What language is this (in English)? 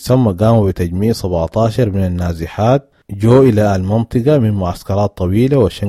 Sudanese Arabic